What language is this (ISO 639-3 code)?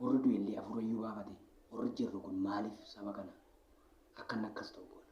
orm